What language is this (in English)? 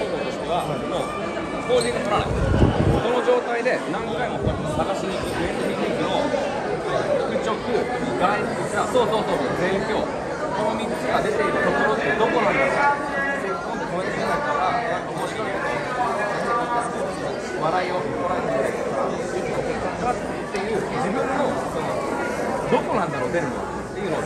Japanese